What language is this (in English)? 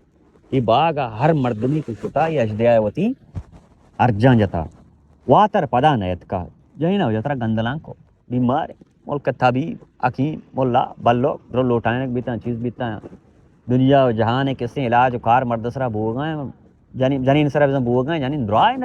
Baluchi